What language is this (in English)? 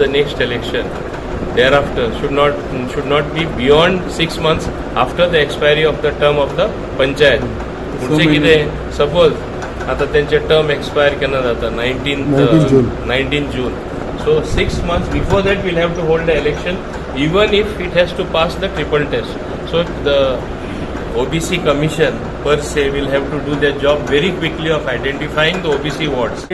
Konkani